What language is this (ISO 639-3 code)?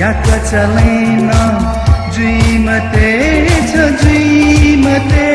new